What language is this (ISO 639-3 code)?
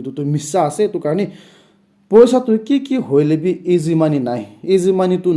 nag